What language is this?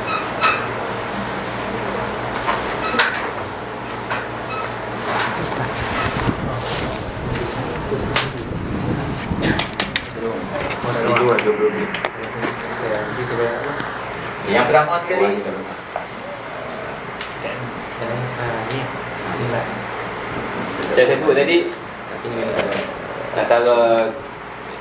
Malay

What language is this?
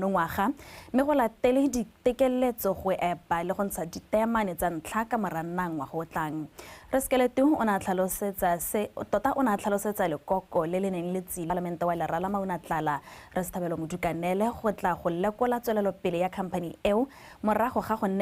Tswana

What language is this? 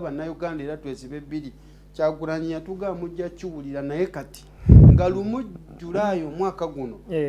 Ganda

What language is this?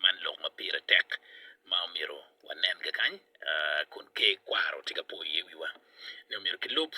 Acoli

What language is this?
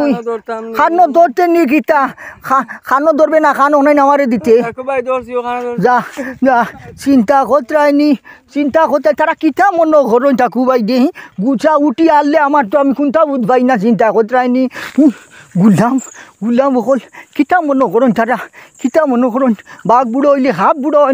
Sylheti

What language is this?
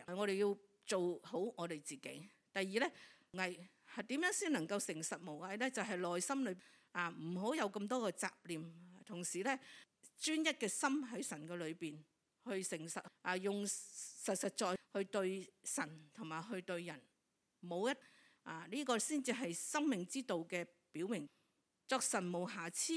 Cantonese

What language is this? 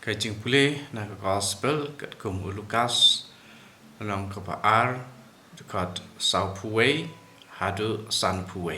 Khasi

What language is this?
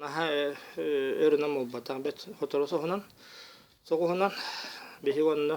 Yakut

